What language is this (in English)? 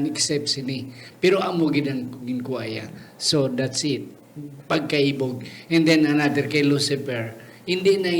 Hiligaynon